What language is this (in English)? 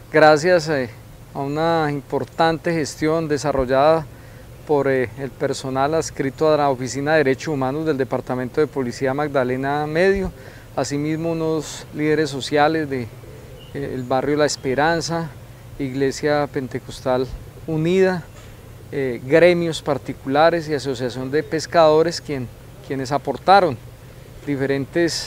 Spanish